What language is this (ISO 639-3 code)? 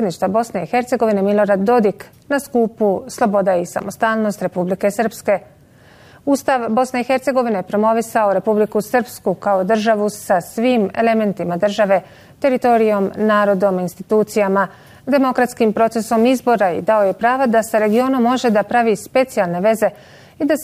bos